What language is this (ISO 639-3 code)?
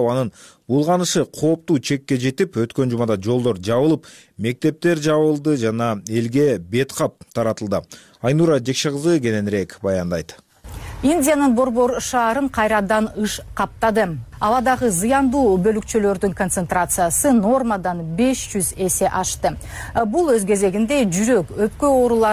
kir